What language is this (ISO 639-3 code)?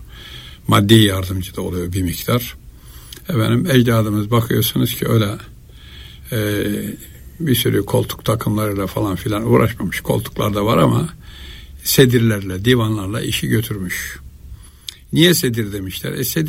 tur